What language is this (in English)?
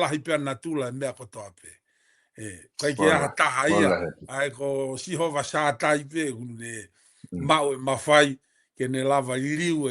Tongan